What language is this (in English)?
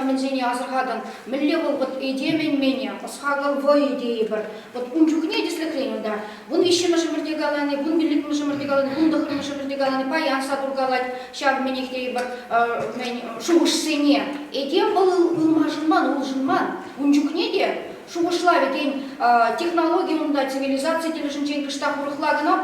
Chuvash